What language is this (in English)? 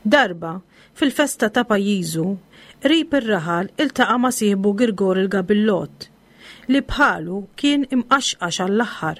Maltese